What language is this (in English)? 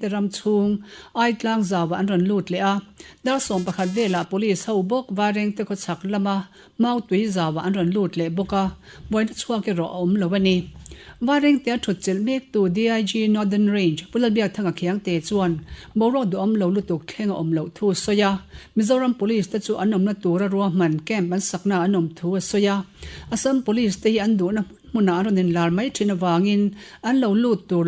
Mizo